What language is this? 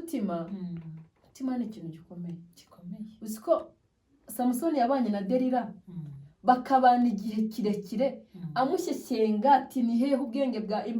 Kinyarwanda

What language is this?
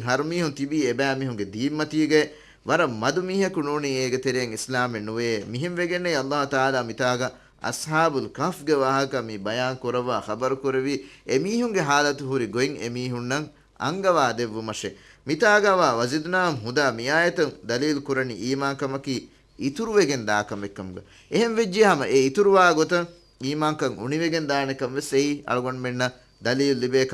Divehi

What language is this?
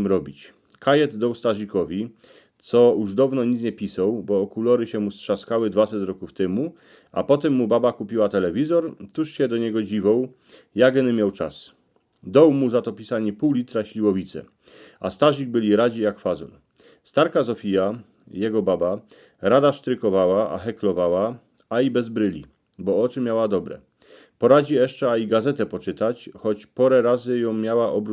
Silesian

